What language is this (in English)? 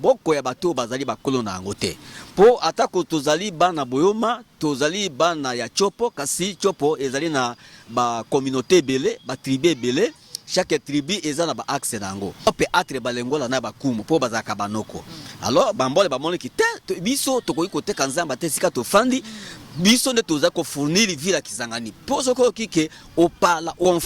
Lingala